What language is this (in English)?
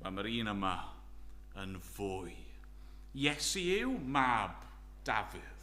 Welsh